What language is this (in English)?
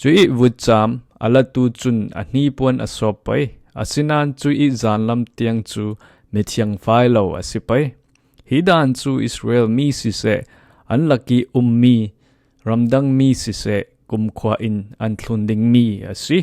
Falam Chin